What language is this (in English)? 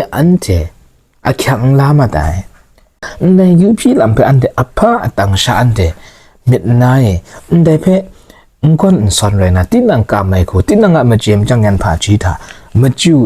Kachin